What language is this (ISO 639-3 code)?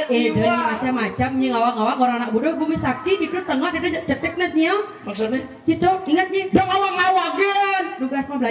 ban